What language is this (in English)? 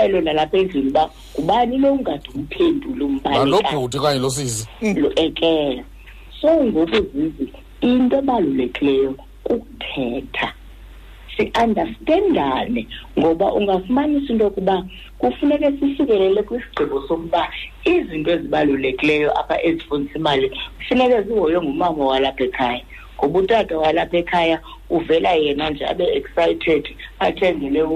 Xhosa